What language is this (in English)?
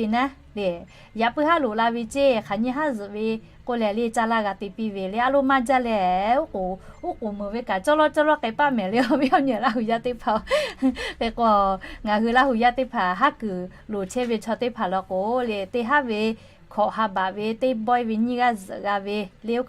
Lahu